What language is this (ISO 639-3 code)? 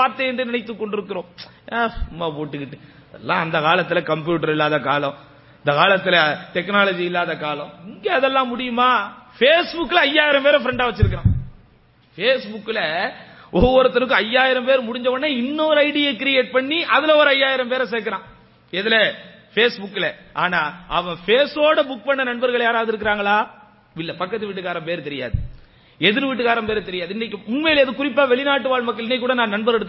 tam